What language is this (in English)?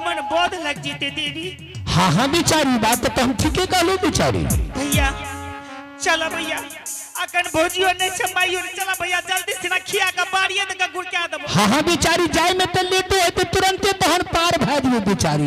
Angika